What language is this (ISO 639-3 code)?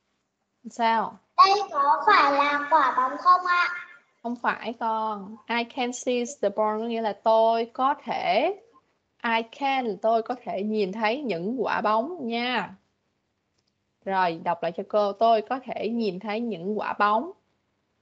vie